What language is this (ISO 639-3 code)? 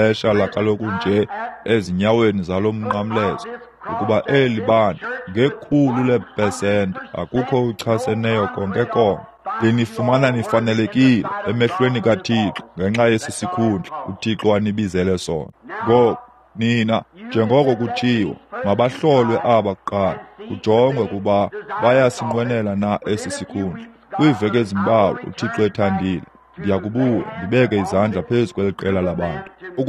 xho